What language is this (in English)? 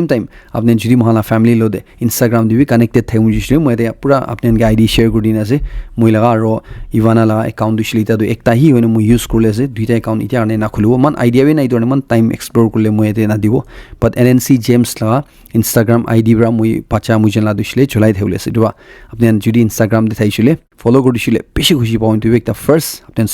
Naga Pidgin